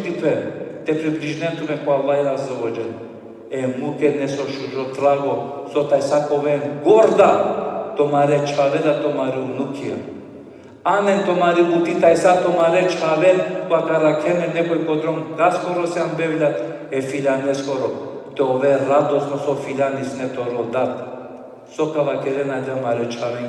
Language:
Balkan Romani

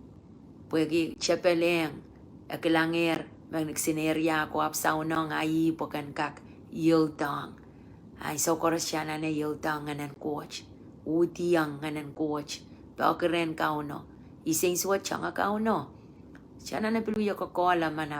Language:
Pohnpeian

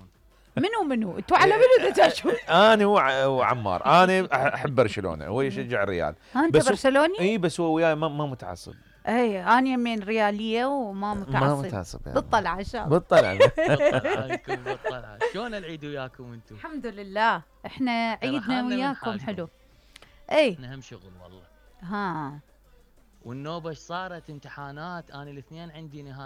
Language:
Mesopotamian Arabic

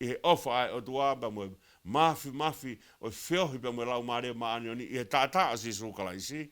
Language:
Tongan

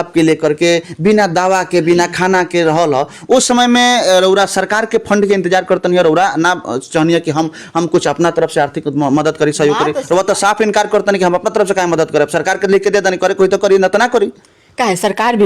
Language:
Bhojpuri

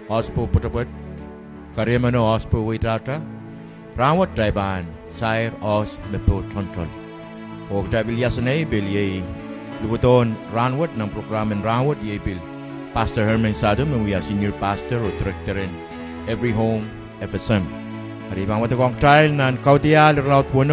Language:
Pohnpeian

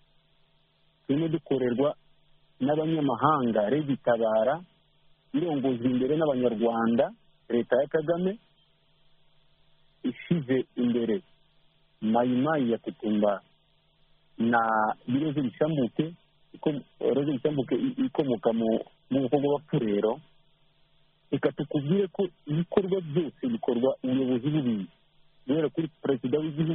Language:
Kinyarwanda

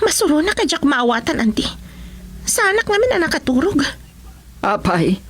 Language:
Iloko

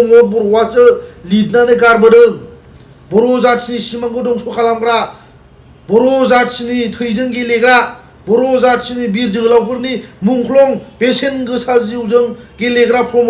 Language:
Bodo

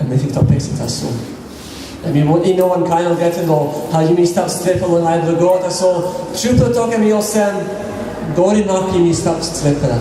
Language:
Tok Pisin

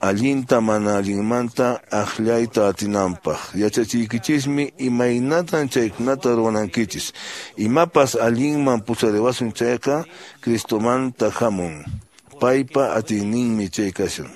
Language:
Quechua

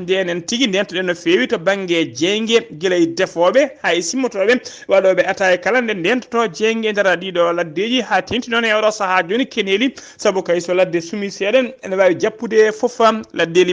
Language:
Fula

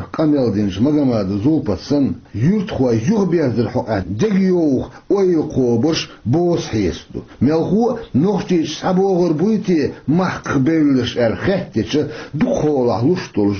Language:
Chechen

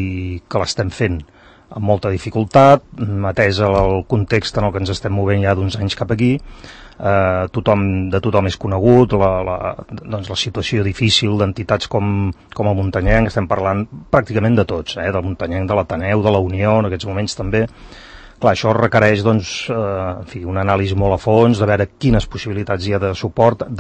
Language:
Catalan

